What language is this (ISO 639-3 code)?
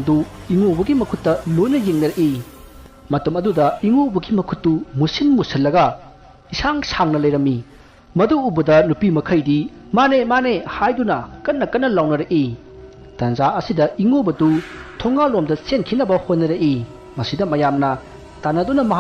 mni